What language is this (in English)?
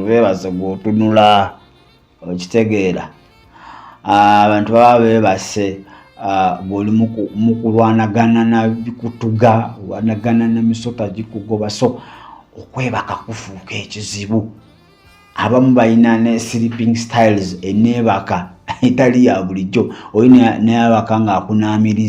Ganda